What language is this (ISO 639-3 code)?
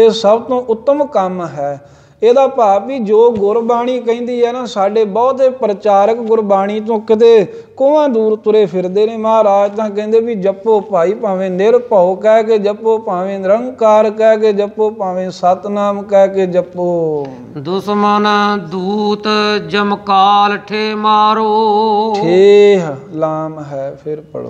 pan